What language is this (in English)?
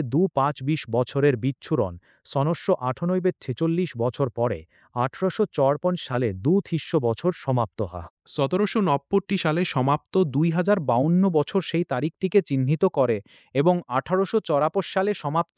Bangla